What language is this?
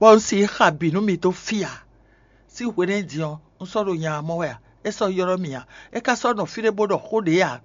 Fon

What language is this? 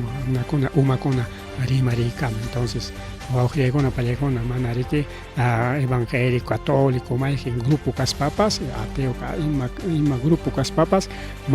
Ayacucho Quechua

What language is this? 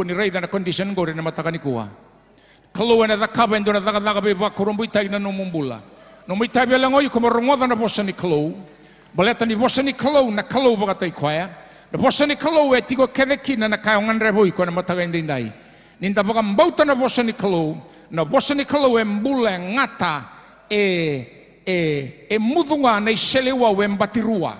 Fijian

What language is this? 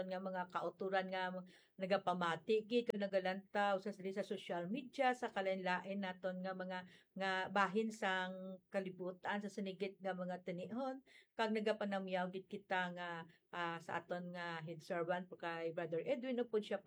Hiligaynon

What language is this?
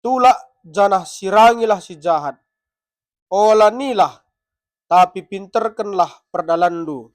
Batak Karo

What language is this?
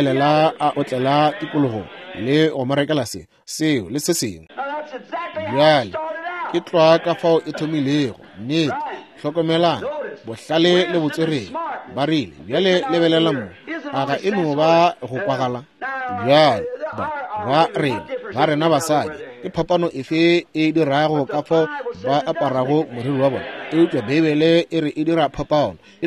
Northern Sotho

